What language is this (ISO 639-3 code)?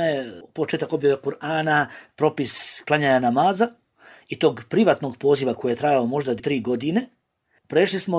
bos